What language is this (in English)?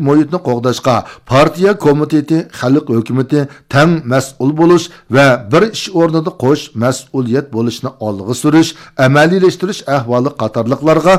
Uyghur